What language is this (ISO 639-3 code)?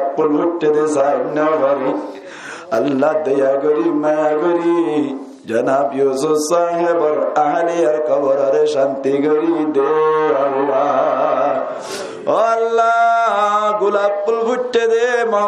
rhg